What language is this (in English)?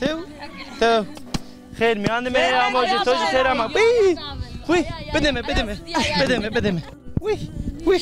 Zaza